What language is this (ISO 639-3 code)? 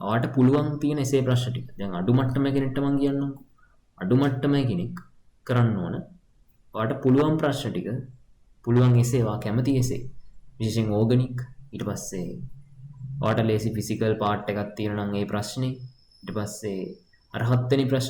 sin